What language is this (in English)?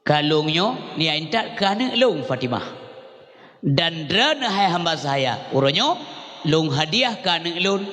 Achinese